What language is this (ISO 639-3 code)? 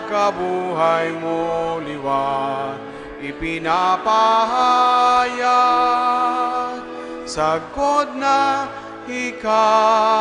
bik